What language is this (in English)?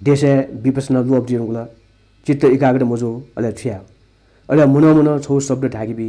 Newari